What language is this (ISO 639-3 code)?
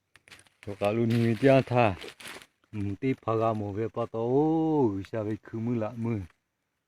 lhu